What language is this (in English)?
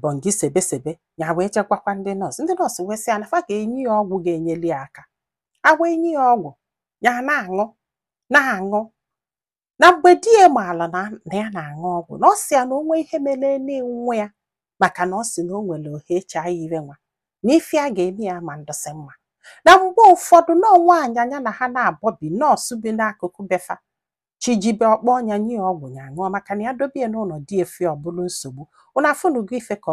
Igbo